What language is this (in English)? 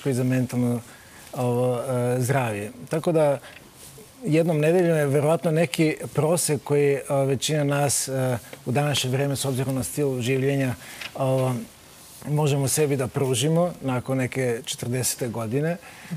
Serbian